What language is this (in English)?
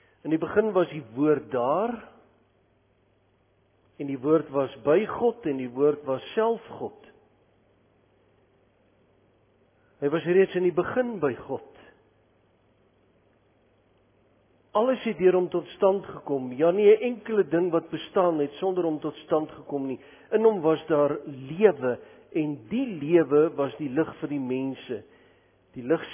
Afrikaans